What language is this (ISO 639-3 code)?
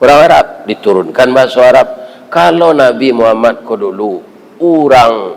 min